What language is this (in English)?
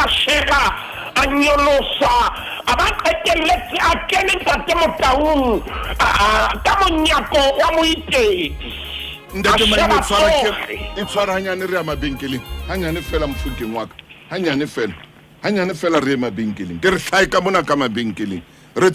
Southern Sotho